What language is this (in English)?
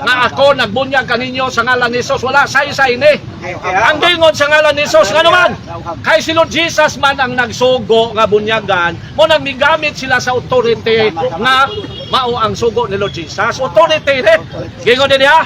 Cebuano